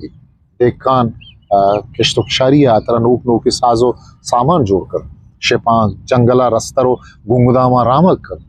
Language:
Eastern Balochi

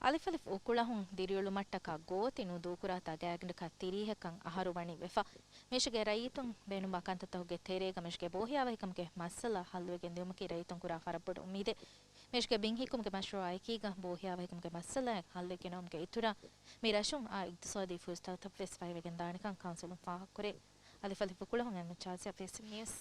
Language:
Divehi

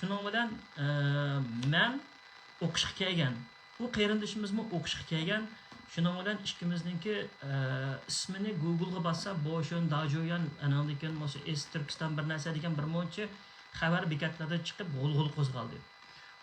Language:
Uyghur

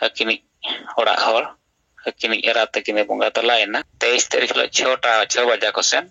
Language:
Santali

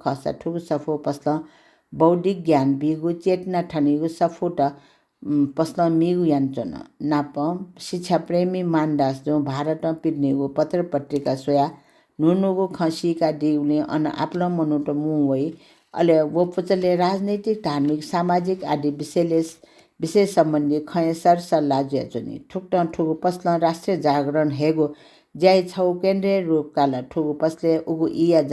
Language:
Newari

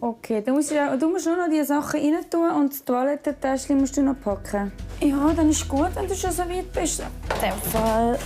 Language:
Swiss German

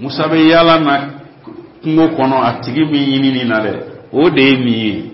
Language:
Bambara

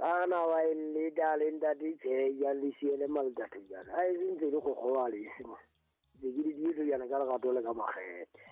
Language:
Southern Sotho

